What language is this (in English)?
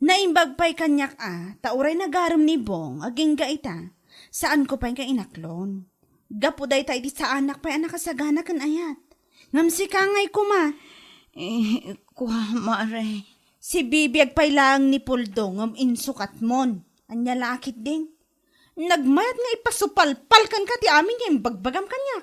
Iloko